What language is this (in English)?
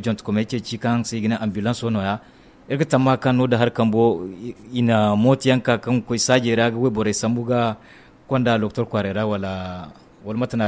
Zarma